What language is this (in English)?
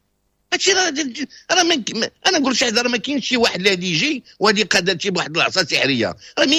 Moroccan Arabic